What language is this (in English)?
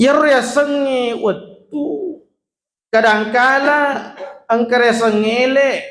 Buginese